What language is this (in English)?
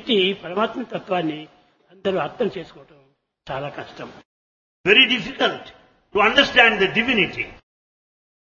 Telugu